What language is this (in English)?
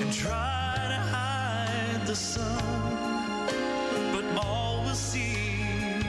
Gilbertese